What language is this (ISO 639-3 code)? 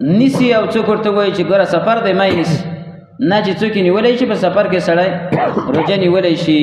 pus